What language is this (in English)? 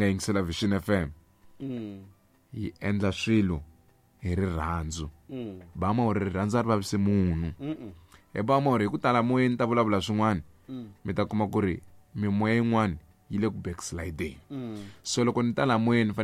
Tsonga